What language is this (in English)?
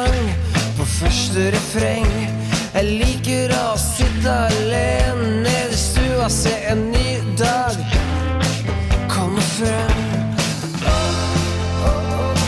Norwegian